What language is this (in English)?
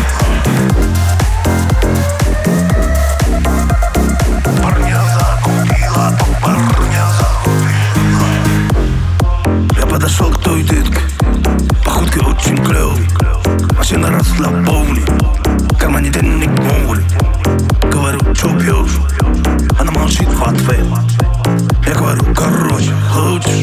Russian